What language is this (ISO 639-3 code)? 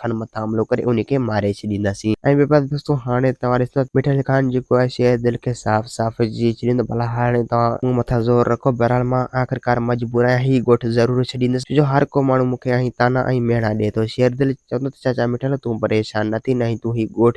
snd